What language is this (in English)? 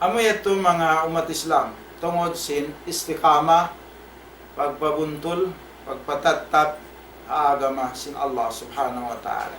Tausug